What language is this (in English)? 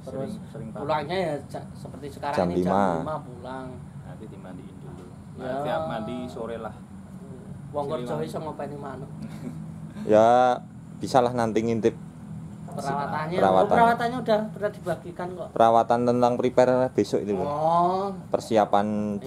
Indonesian